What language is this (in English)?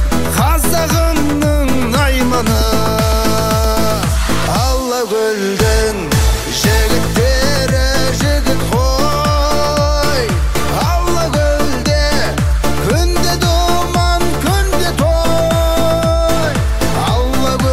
Kazakh